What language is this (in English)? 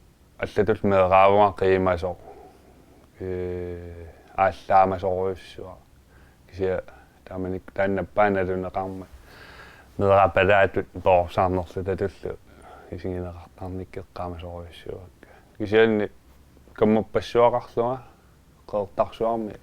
Kalaallisut